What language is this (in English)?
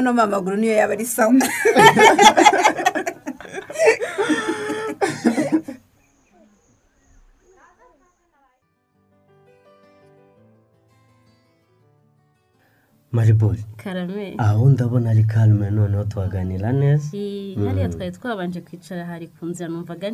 Kinyarwanda